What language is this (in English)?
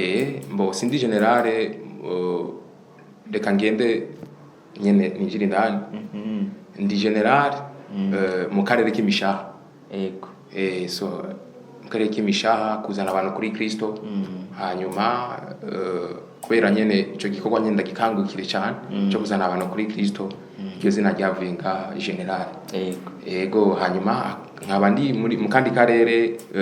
Rundi